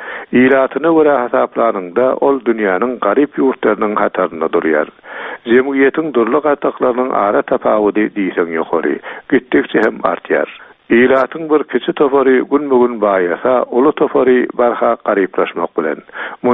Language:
Turkmen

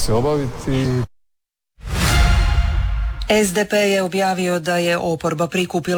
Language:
Croatian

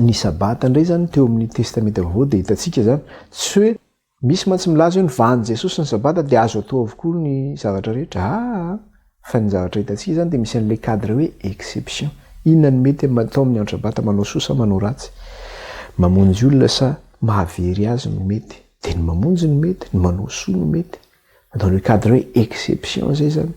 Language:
Malagasy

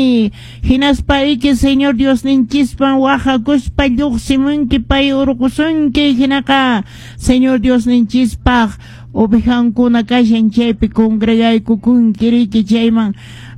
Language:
Quechua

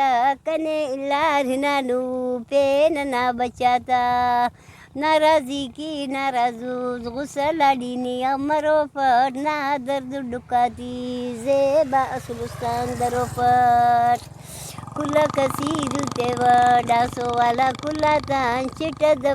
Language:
Brahui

